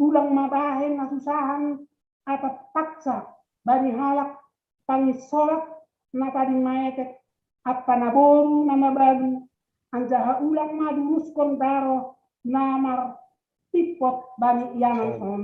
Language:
Batak Simalungun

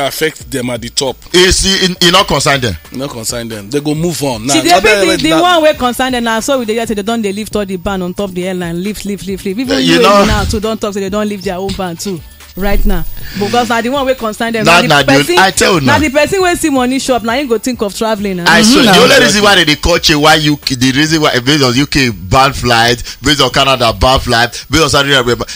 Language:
Nigerian Pidgin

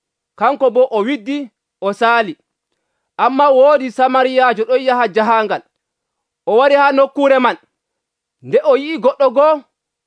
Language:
Nigerian Fulfulde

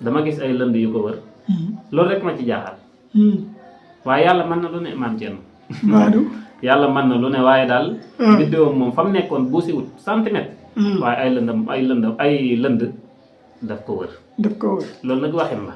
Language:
Wolof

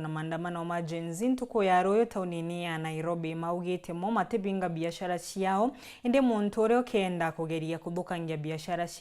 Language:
Meru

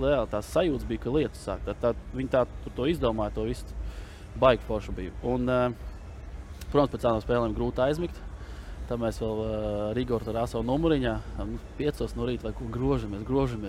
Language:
Latvian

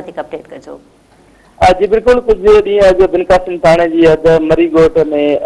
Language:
Sindhi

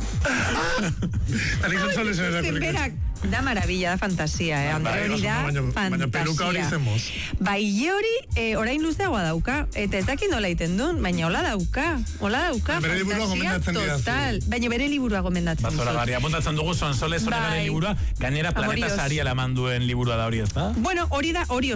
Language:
Basque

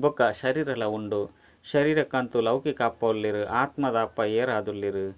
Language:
Tulu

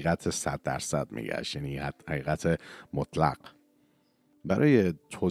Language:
Persian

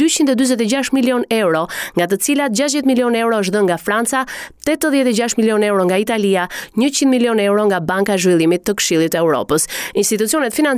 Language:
Albanian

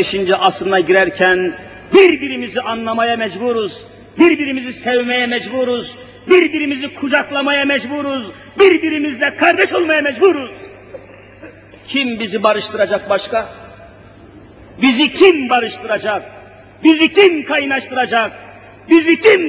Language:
Turkish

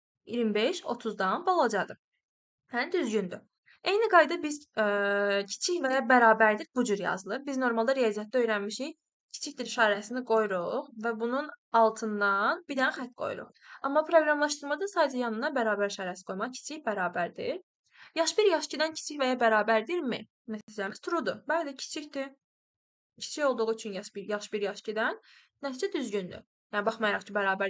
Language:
Azerbaijani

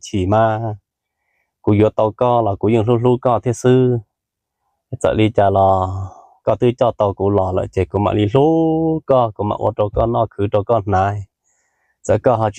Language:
Hmong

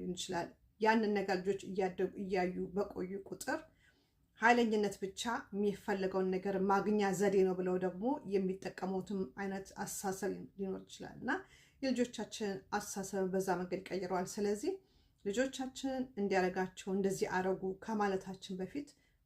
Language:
Amharic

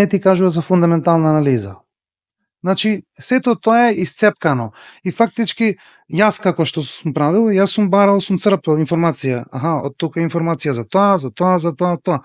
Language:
Macedonian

